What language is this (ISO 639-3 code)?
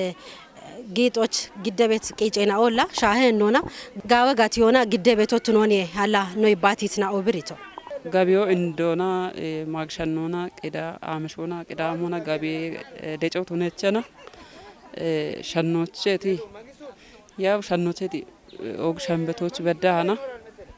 kbr